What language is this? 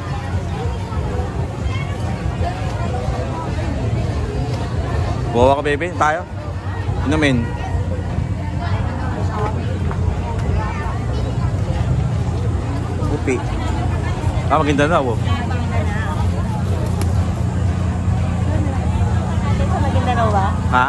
Filipino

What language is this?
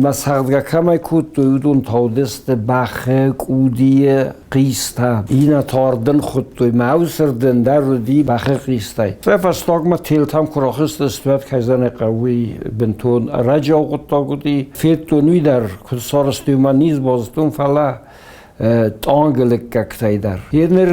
Ossetic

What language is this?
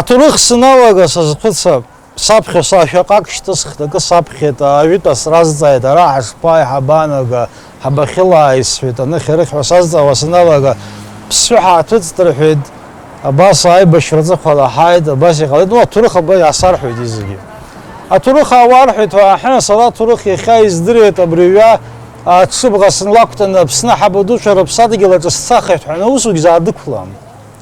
Abkhazian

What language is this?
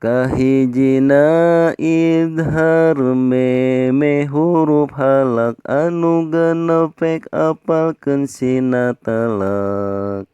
Sundanese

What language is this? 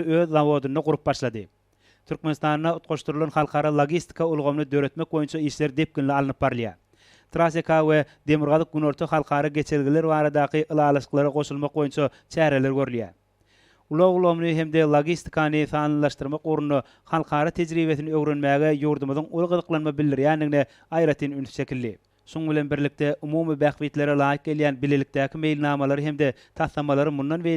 Turkmen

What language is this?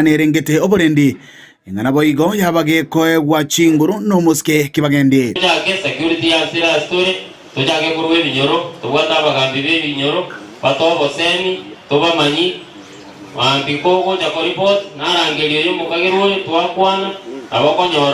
Gusii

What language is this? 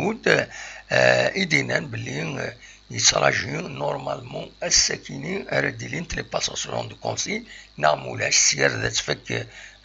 Kabyle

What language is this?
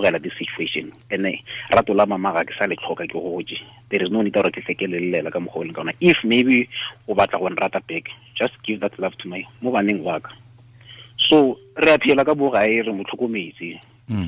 Tswana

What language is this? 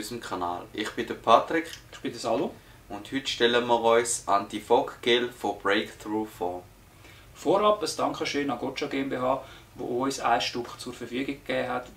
Swiss German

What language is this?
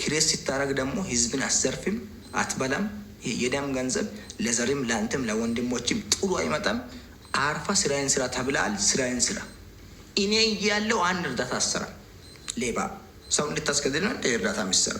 Amharic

